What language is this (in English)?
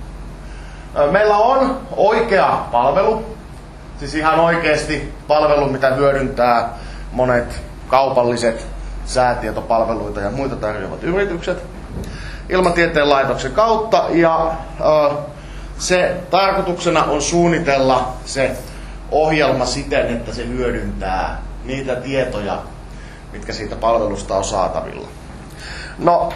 Finnish